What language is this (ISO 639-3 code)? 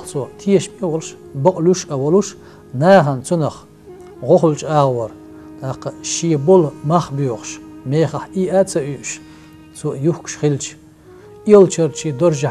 che